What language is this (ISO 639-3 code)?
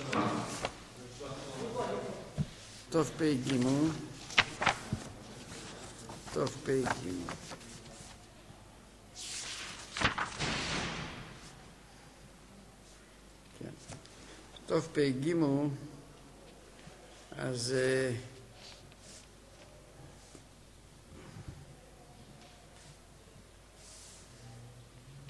heb